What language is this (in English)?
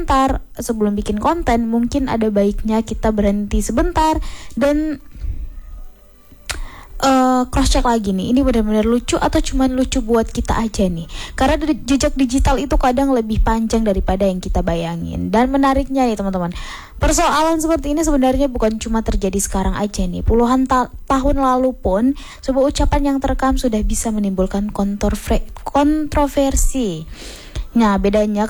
Indonesian